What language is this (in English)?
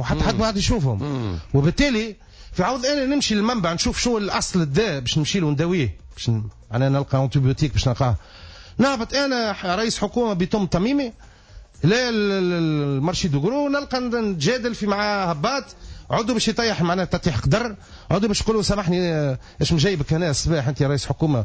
Tunisian Arabic